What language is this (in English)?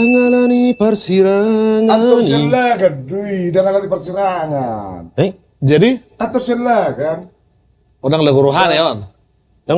Batak Toba